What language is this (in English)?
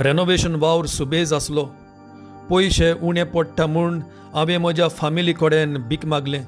Konkani